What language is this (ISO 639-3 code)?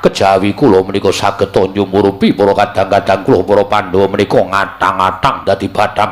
jav